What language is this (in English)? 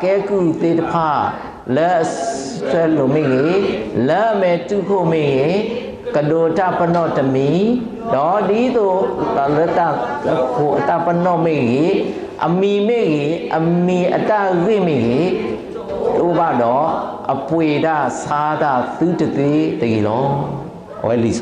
S'gaw Karen